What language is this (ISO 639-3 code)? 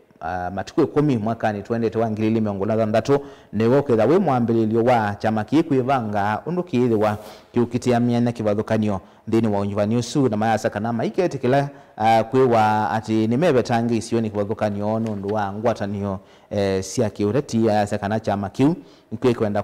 kam